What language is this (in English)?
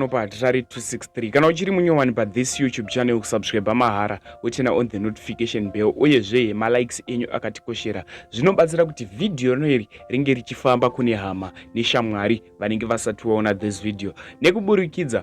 Shona